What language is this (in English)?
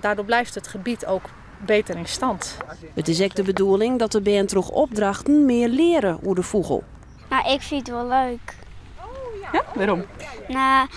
Western Frisian